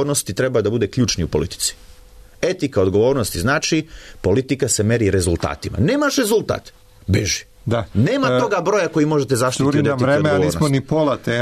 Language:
Serbian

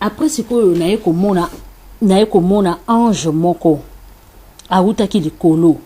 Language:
Lingala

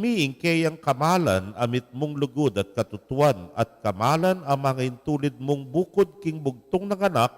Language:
Pampanga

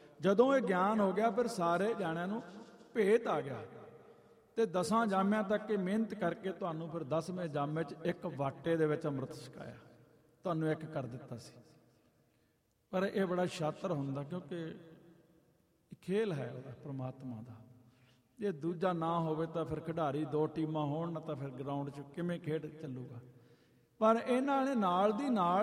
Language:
Punjabi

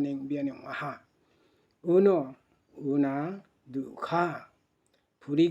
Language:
Garo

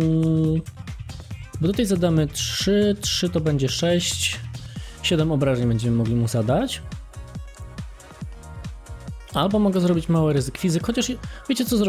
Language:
Polish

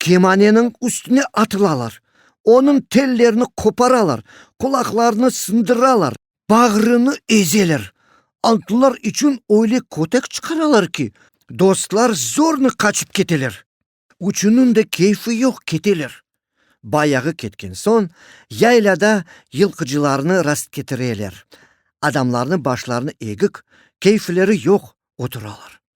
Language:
Crimean Tatar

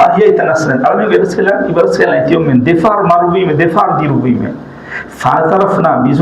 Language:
Divehi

